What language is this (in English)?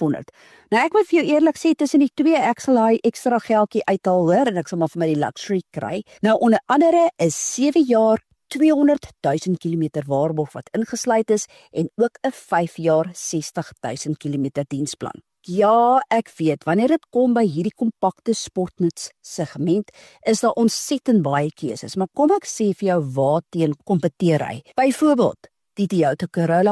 Afrikaans